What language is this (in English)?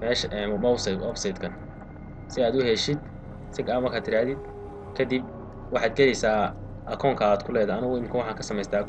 Somali